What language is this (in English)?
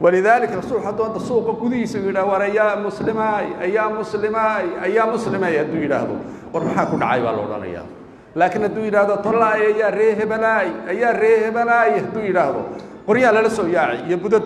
Somali